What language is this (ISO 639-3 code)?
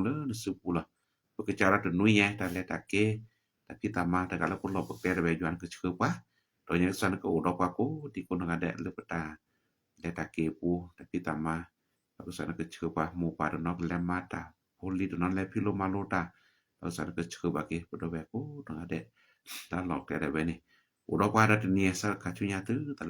ksw